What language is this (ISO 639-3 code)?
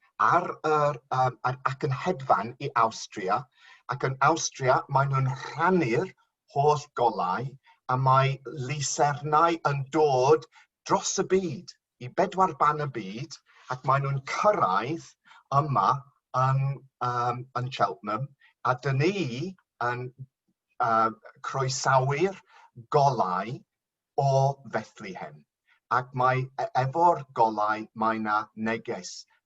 cym